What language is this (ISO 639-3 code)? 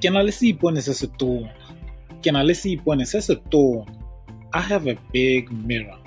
tsn